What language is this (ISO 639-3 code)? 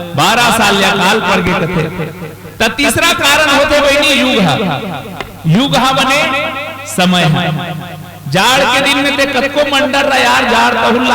hne